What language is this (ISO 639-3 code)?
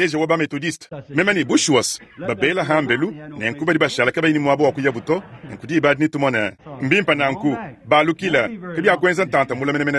lua